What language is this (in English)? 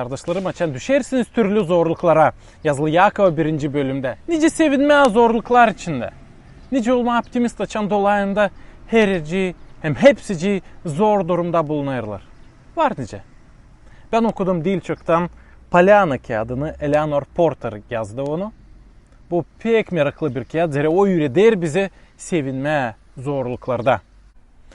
Gagauz